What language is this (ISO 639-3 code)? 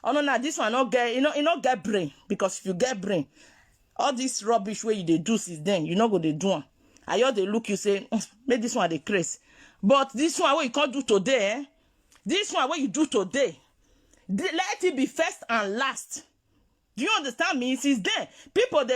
pcm